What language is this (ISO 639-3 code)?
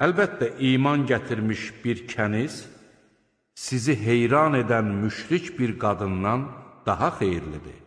aze